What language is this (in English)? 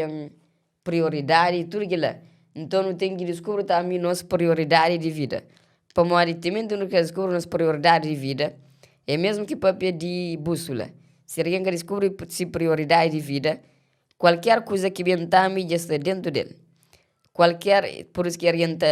Kabuverdianu